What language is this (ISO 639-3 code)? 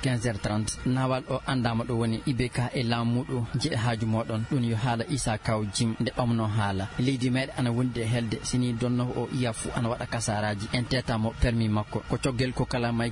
ful